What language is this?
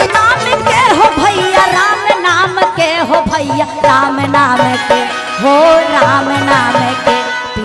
Magahi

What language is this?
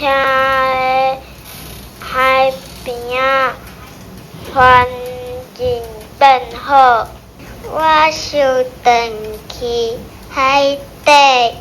Min Nan Chinese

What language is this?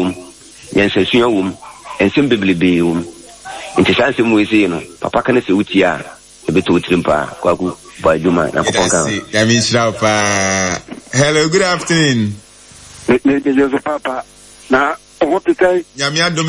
Akan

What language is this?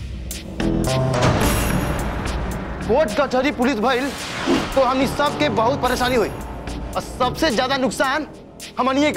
Bhojpuri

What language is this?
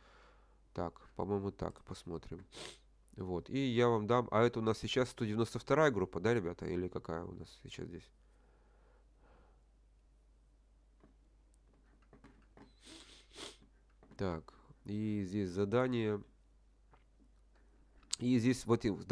Russian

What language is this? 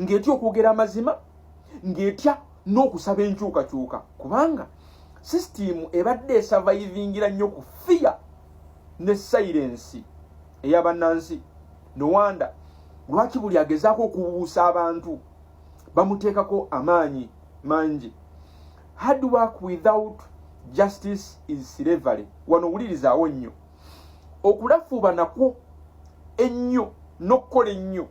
Ganda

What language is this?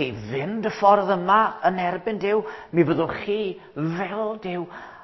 Welsh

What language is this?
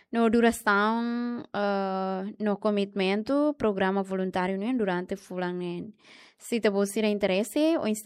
Tetum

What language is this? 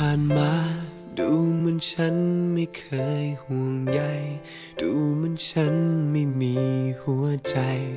Thai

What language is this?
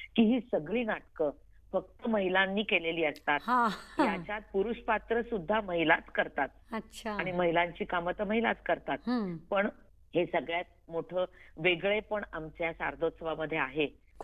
Marathi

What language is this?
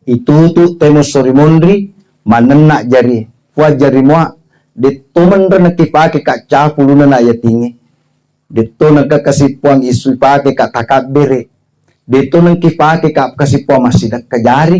Buginese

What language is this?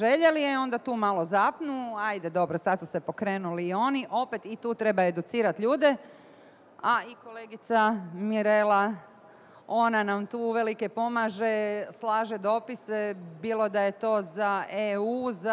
Bosnian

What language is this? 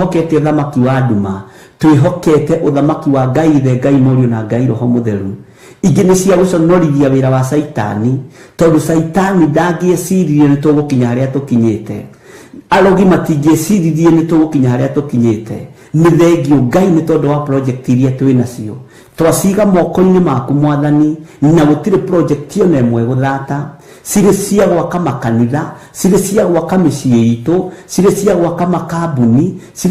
Kikuyu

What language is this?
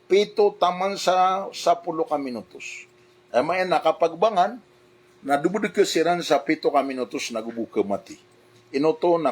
Maranao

